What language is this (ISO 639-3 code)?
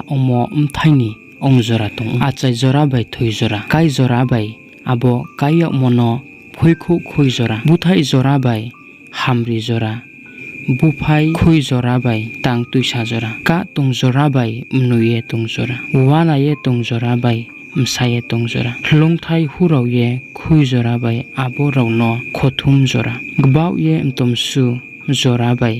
ria